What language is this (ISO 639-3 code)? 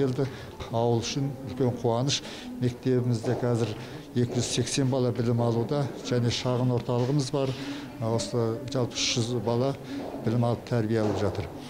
kaz